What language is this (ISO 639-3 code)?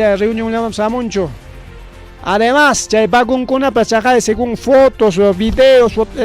quy